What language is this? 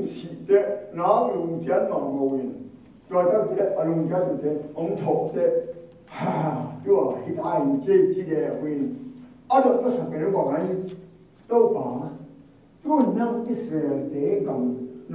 Tedim Chin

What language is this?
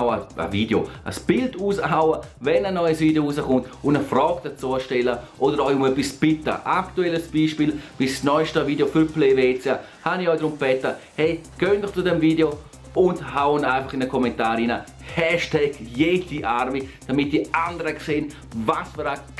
Swiss German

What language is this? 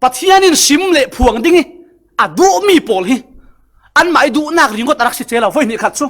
Falam Chin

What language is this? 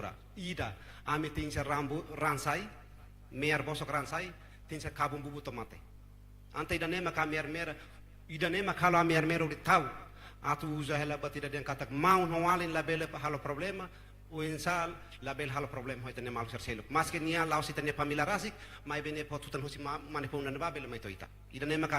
Tetum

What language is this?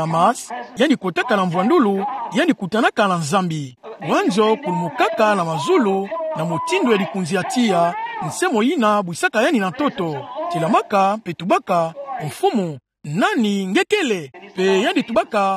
Kituba (Democratic Republic of Congo)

